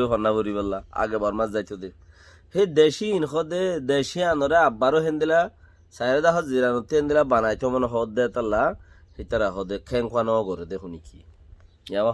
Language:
Rohingya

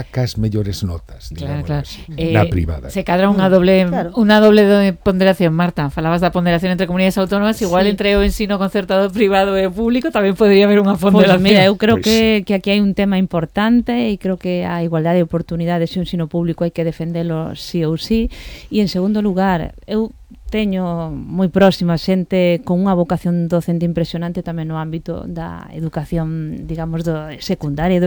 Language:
Galician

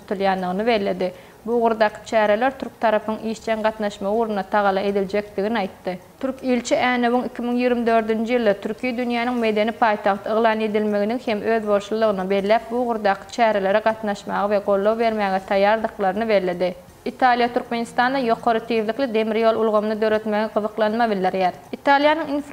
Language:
Turkmen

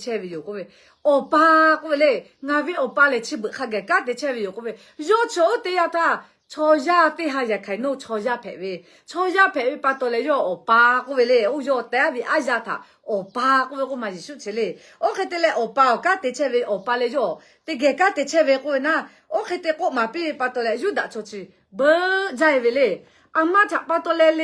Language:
Lahu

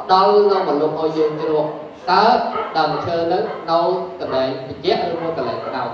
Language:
Khmer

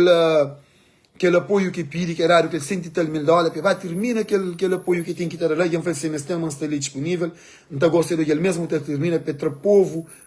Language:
Kabuverdianu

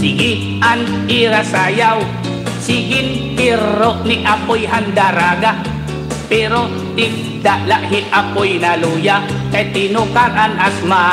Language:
Waray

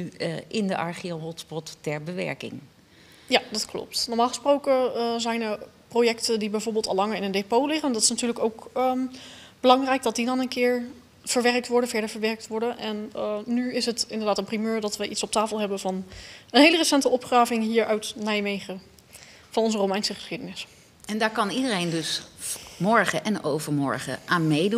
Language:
Dutch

